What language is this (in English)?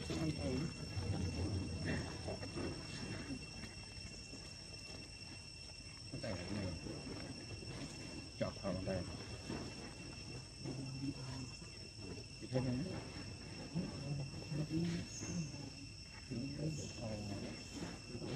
Vietnamese